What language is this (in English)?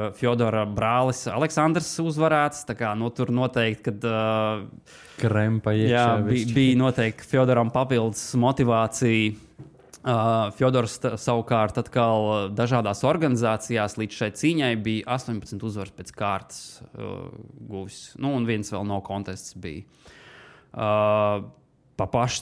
Latvian